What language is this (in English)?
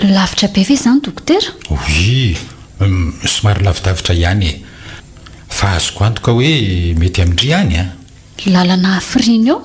Malagasy